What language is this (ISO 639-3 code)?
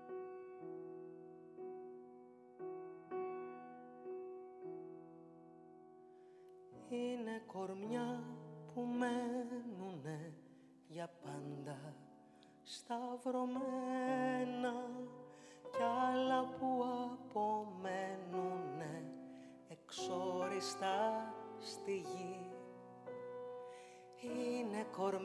ell